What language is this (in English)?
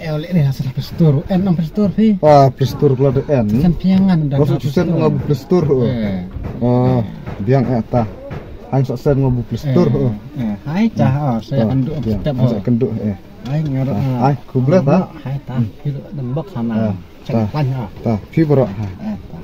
Khasi